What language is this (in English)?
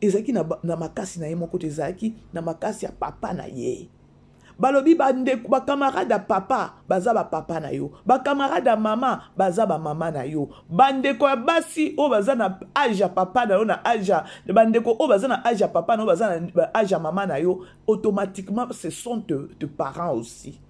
Lingala